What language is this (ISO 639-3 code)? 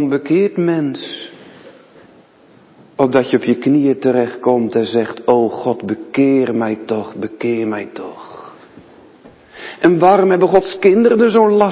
nld